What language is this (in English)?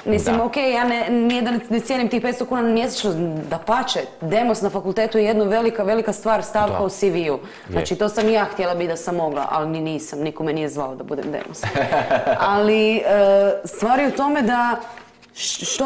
Croatian